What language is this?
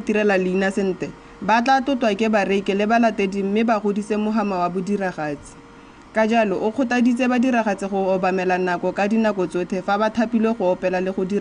Tswana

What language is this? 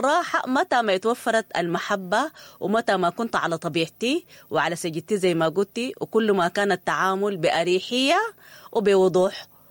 Sudanese Arabic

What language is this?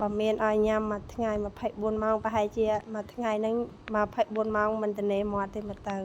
Khmer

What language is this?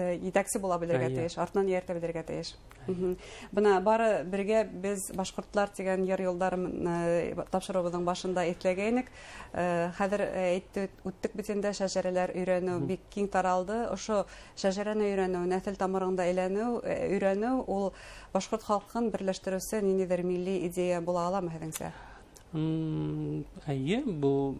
Bashkir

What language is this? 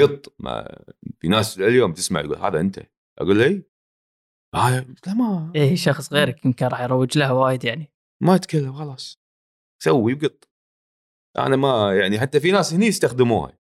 Gulf Arabic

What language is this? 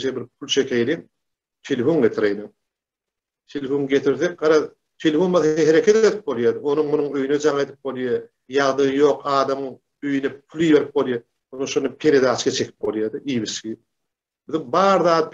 Turkmen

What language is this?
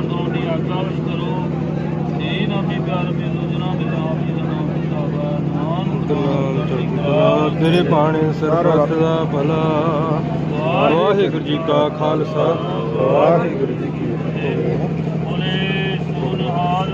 Punjabi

